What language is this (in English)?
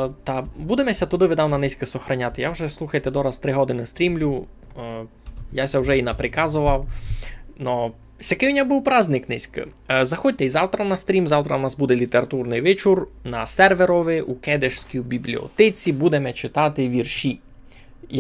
Rusyn